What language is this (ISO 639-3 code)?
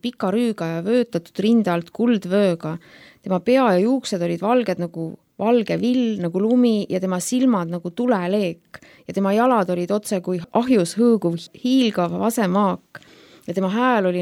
est